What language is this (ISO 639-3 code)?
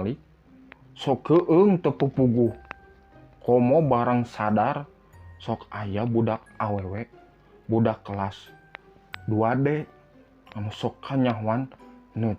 sun